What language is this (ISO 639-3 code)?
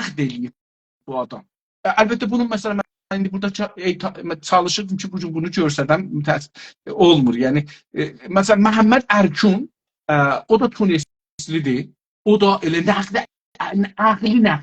azb